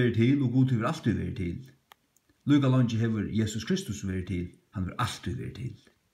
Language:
Faroese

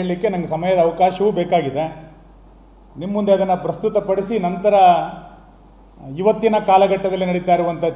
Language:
Kannada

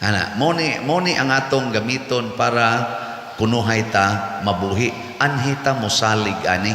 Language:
Cebuano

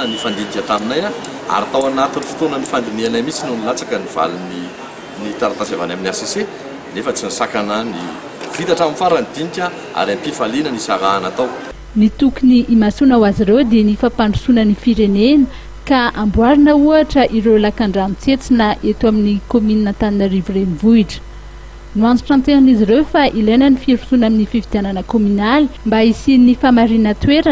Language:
Malagasy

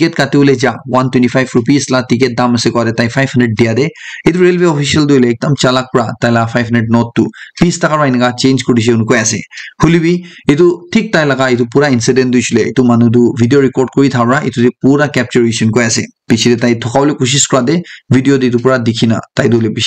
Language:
Naga Pidgin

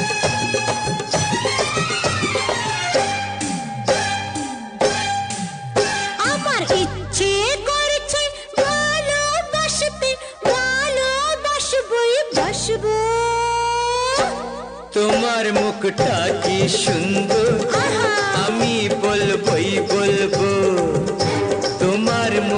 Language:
Bangla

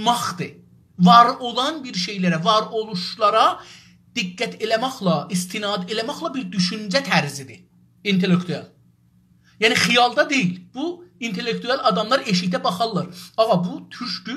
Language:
South Azerbaijani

